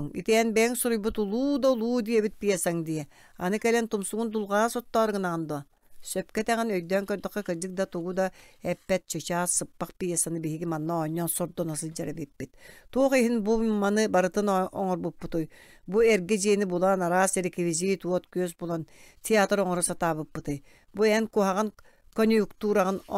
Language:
Yakut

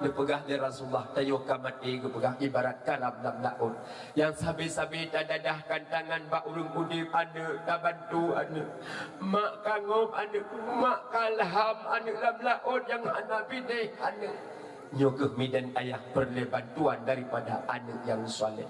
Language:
Achinese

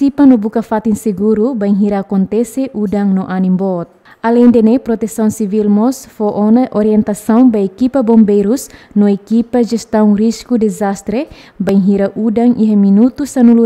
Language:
Tetum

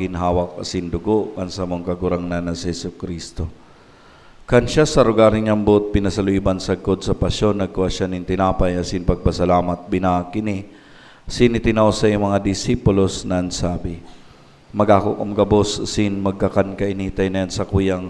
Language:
Bikol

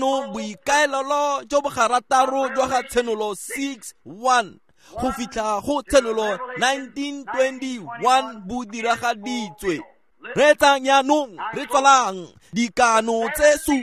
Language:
Tswana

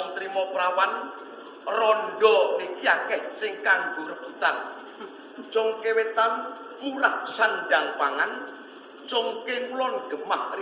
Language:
Javanese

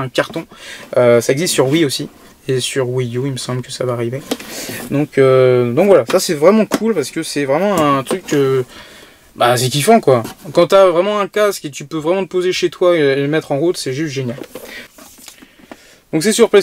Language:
French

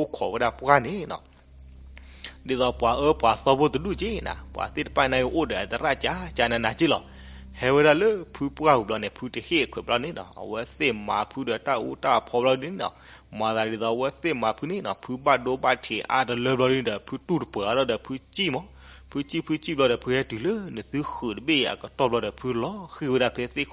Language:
S'gaw Karen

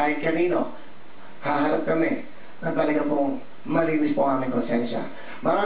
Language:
Filipino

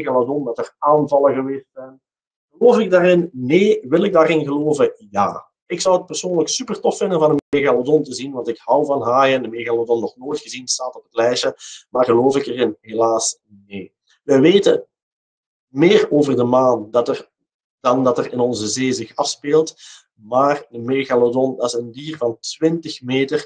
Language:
Dutch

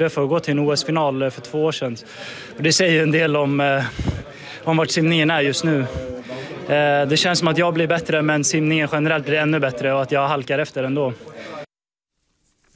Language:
Swedish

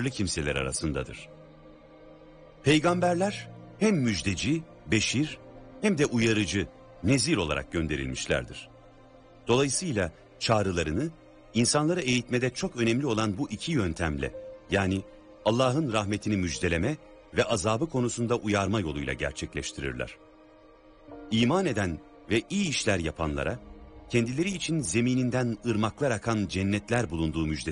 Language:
Turkish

